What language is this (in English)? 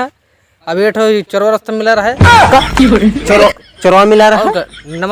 Awadhi